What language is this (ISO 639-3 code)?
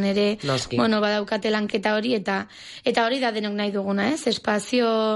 eus